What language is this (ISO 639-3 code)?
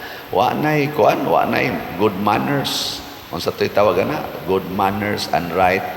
ceb